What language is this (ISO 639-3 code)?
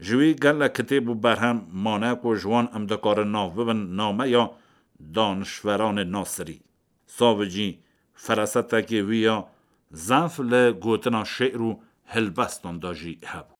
kur